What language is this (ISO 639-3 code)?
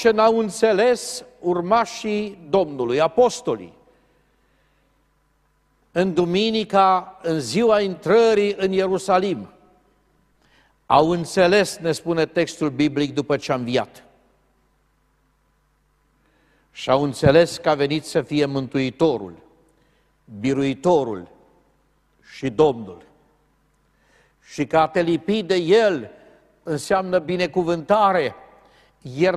ron